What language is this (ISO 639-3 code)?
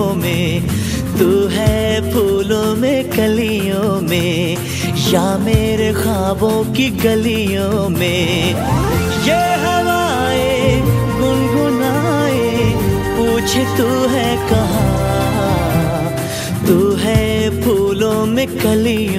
hin